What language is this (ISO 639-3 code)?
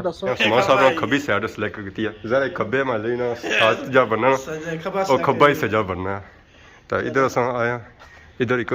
phr